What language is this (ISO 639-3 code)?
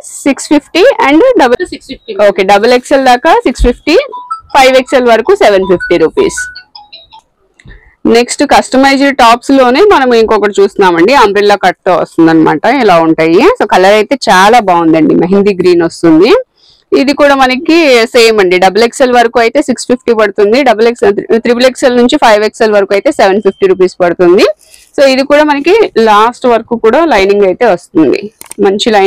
tel